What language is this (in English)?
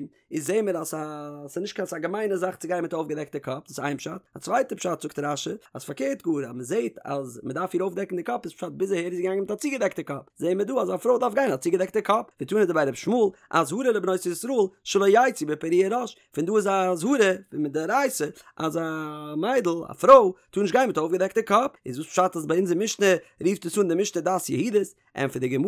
Yiddish